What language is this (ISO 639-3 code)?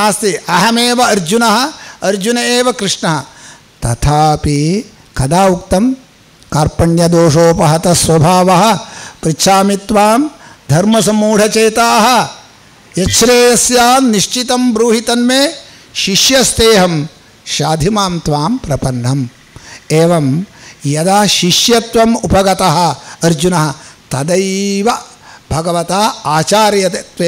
san